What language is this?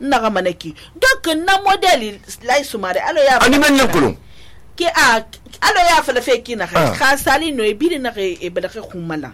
Susu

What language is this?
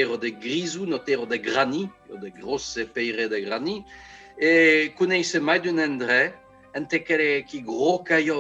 Occitan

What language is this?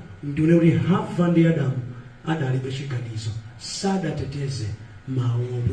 Nyanja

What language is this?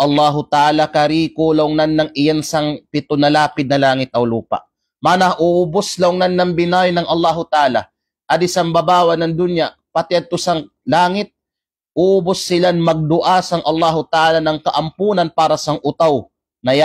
Kalagan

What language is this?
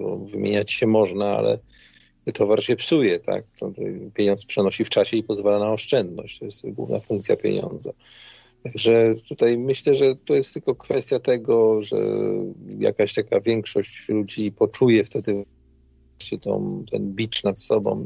Polish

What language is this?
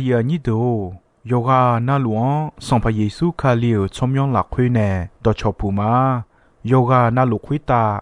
Akha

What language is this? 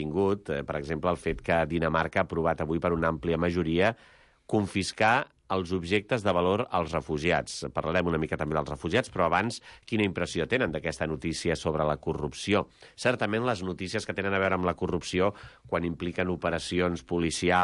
Catalan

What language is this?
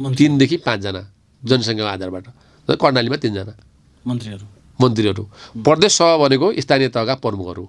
Nepali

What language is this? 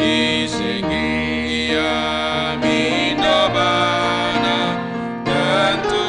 Batak Karo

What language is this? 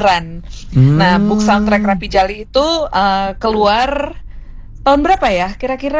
Indonesian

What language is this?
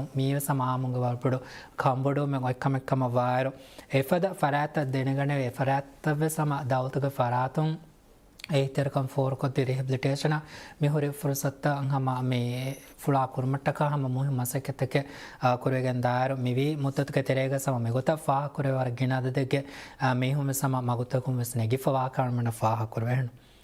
Divehi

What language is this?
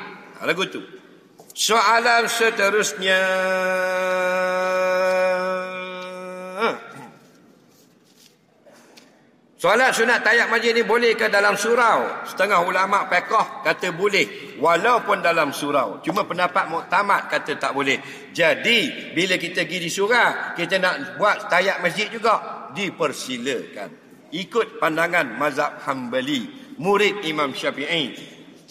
Malay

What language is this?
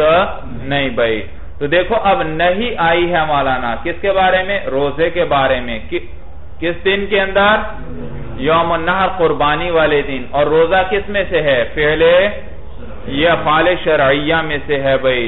Urdu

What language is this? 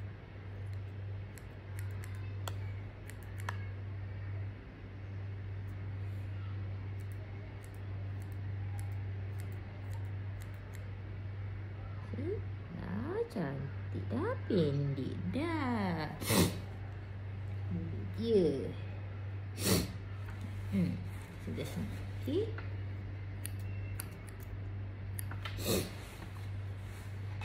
Malay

